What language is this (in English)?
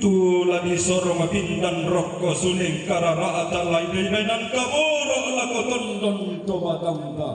Toraja-Sa'dan